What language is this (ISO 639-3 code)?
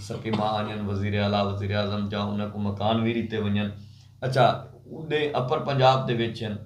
skr